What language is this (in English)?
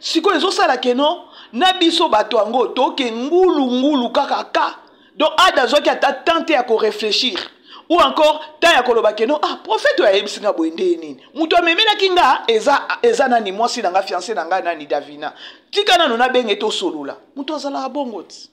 Lingala